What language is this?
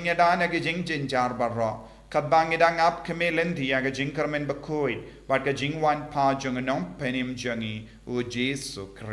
Khasi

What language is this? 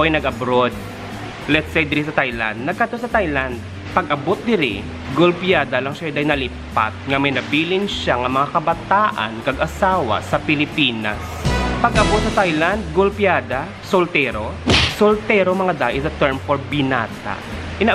Hiligaynon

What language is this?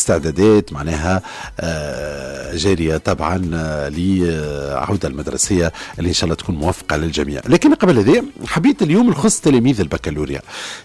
Tunisian Arabic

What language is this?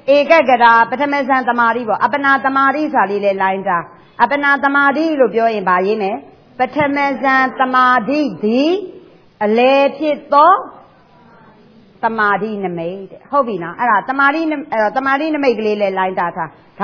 Burmese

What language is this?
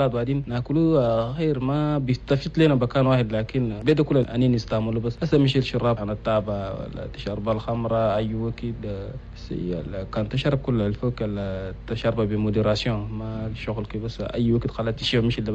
Chadian Arabic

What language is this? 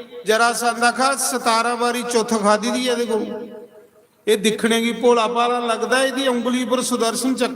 Dogri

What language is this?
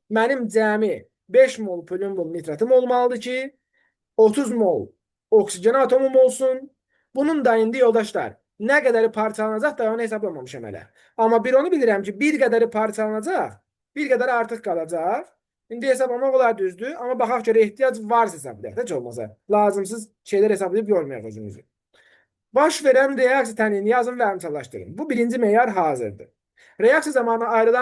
Azerbaijani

